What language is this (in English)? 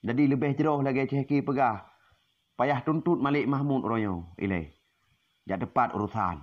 Achinese